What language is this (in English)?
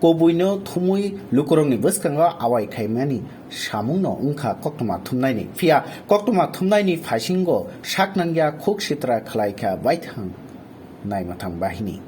Kok Borok